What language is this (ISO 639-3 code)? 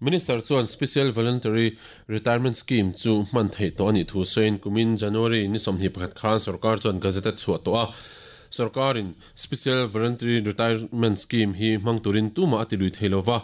lus